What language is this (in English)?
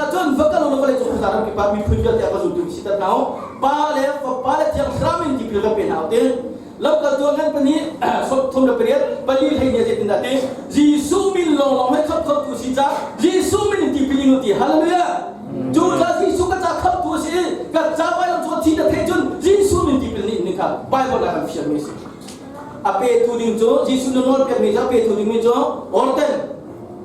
Hakha Chin